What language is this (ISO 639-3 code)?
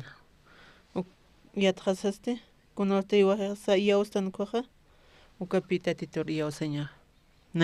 aym